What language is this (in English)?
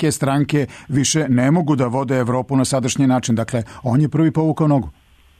Serbian